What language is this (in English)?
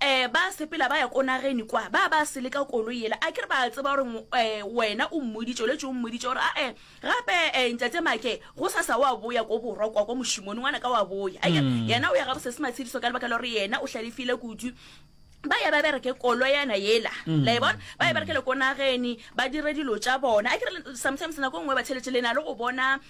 Northern Sotho